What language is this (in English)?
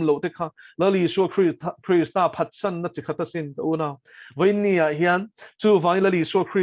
Mizo